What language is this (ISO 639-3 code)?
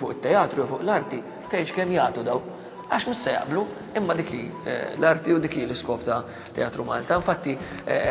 mlt